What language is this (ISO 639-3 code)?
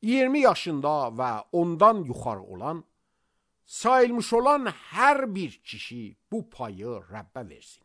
aze